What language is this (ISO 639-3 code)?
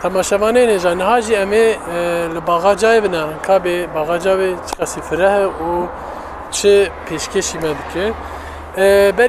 kur